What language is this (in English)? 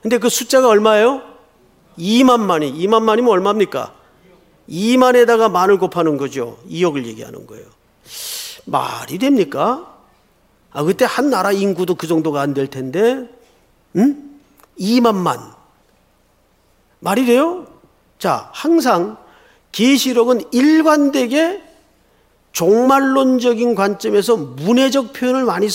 Korean